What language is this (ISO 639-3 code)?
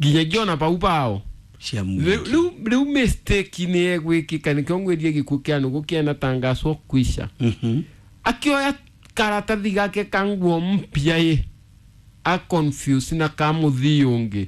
kik